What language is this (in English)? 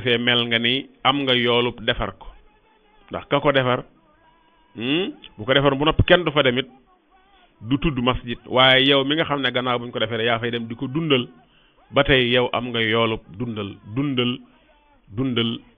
Wolof